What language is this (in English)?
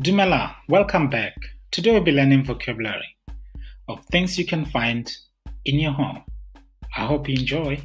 Tswana